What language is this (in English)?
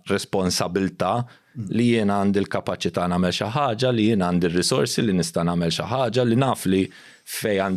Maltese